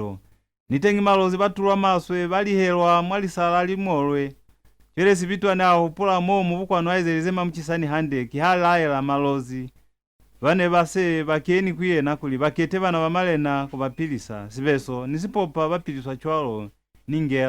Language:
Lozi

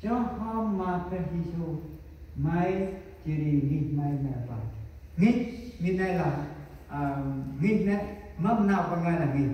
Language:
Central Mnong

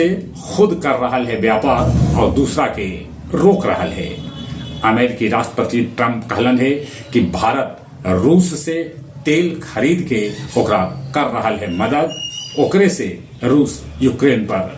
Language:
Magahi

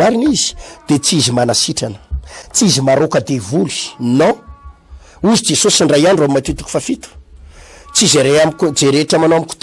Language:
Malagasy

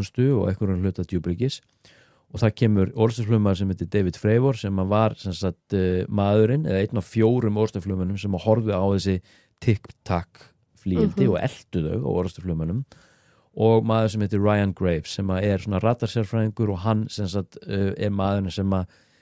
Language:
Icelandic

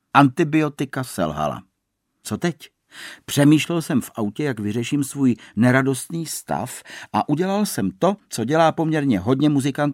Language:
Czech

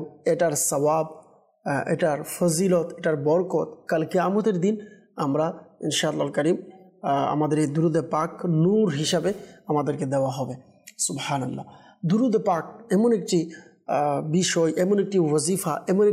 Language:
Bangla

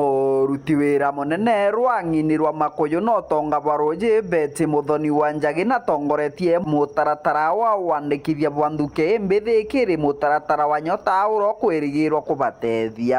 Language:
Meru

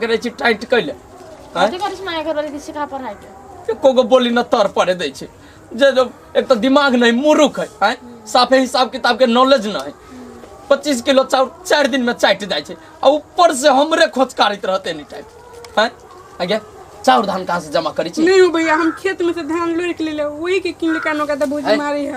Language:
Maithili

